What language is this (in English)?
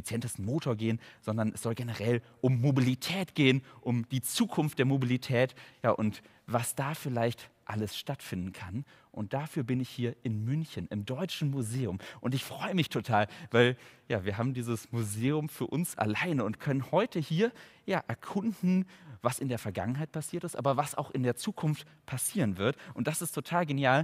German